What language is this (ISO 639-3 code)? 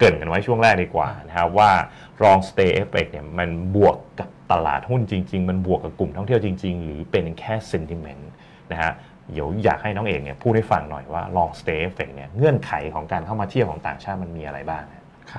tha